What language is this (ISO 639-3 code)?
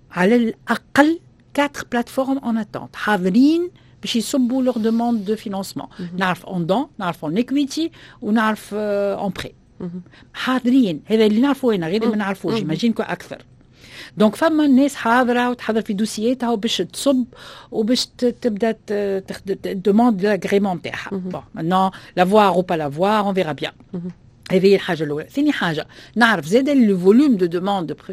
aeb